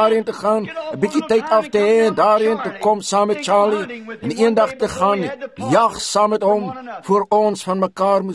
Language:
Afrikaans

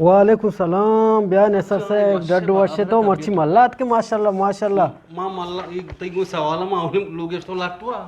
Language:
Eastern Balochi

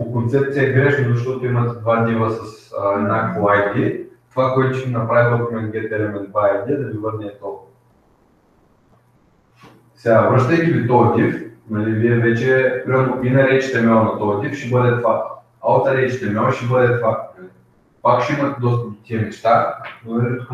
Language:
Bulgarian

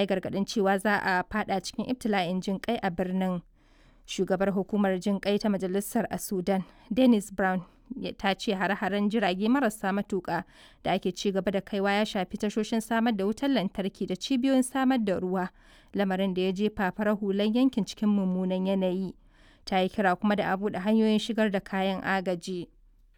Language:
Hausa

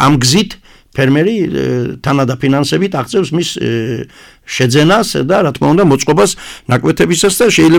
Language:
Georgian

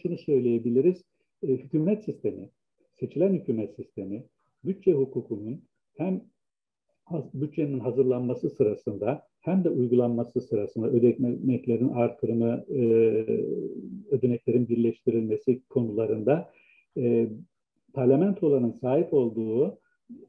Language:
Turkish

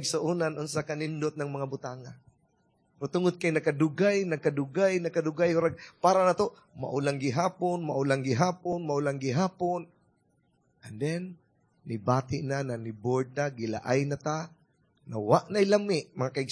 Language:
Cebuano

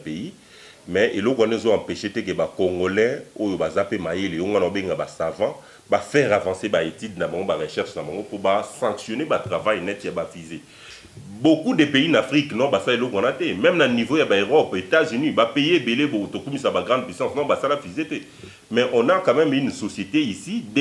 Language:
Lingala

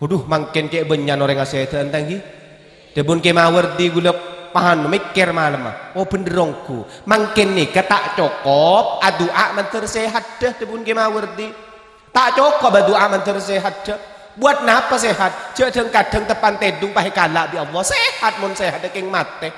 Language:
Madurese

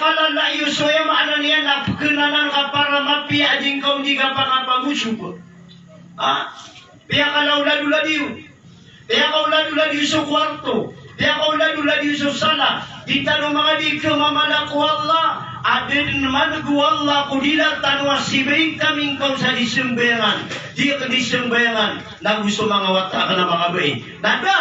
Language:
Maranao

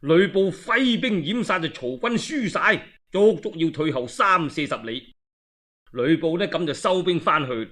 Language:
Cantonese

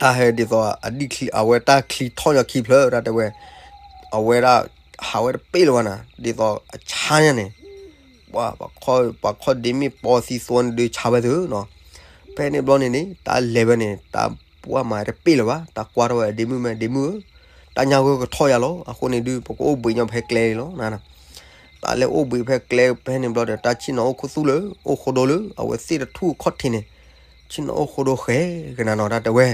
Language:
S'gaw Karen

